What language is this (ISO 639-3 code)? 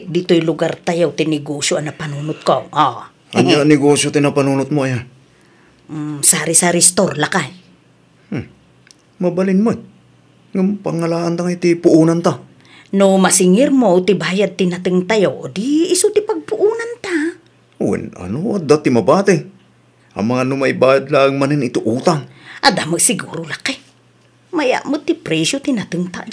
ilo